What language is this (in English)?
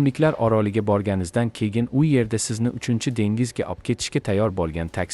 Uzbek